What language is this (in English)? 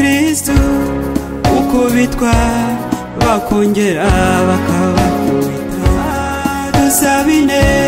Kinyarwanda